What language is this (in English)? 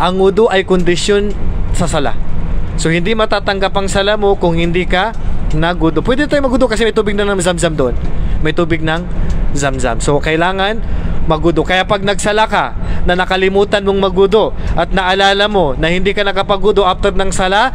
Maranao